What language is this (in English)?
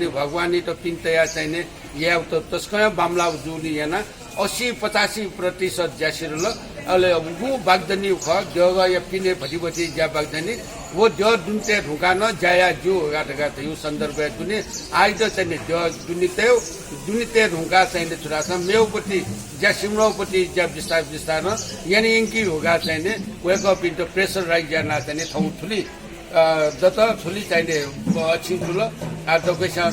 Newari